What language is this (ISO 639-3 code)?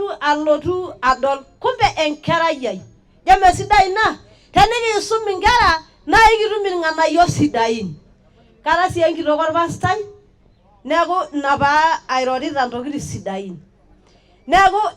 mas